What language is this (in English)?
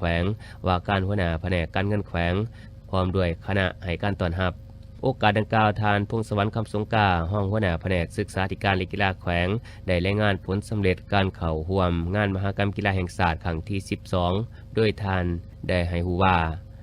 Lao